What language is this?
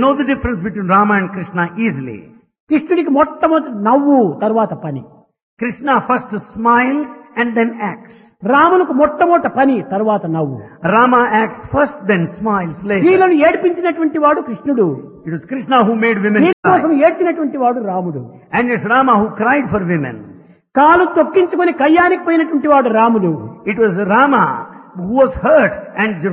Telugu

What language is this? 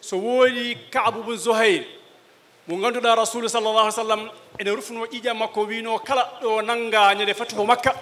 Fula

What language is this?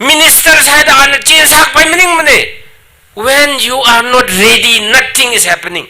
Tangkhul Naga (India)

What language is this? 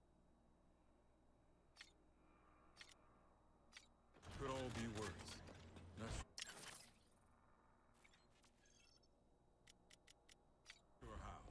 English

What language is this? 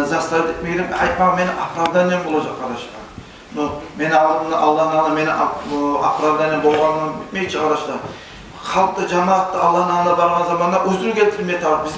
Kumyk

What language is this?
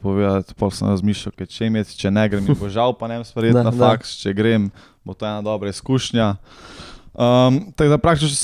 Slovenian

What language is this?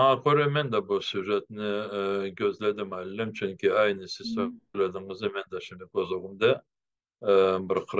Crimean Tatar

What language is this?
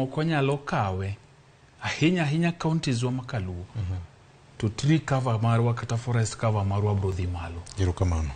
Luo (Kenya and Tanzania)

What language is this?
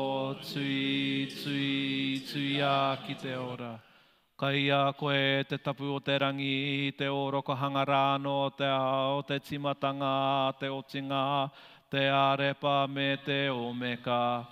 Māori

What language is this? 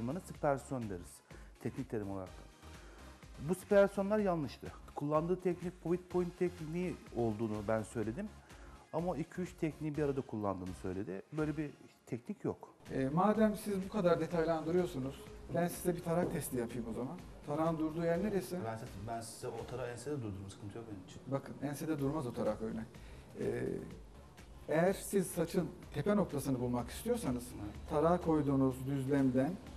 Turkish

